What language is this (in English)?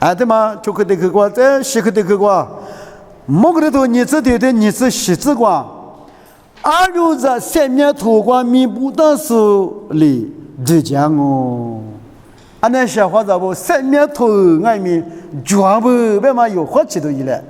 Lisu